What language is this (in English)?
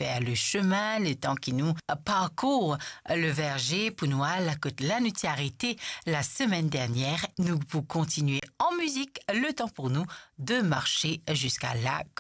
Morisyen